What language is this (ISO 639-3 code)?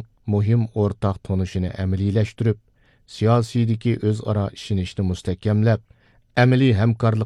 uig